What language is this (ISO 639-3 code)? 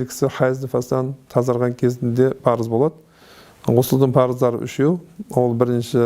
kaz